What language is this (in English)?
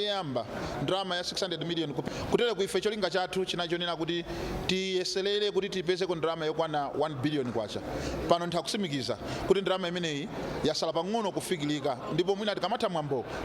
Nyanja